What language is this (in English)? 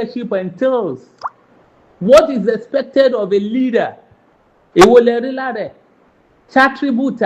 Yoruba